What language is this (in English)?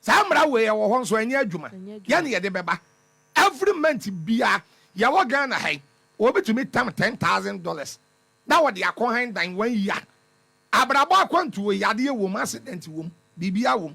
Akan